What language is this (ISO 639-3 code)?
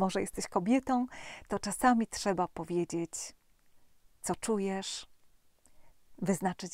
pol